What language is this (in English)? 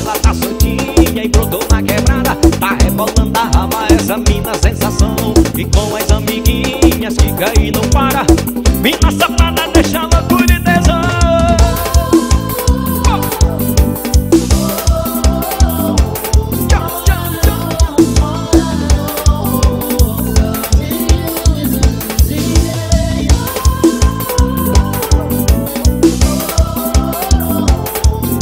Portuguese